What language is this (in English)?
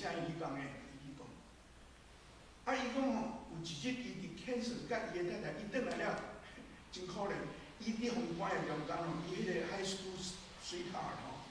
Min Nan Chinese